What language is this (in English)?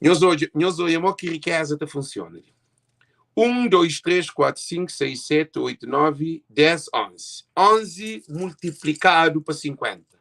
Kabuverdianu